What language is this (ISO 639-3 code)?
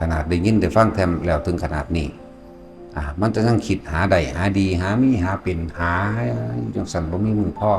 tts